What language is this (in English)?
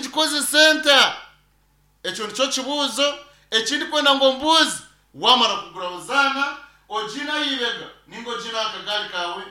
Nyankole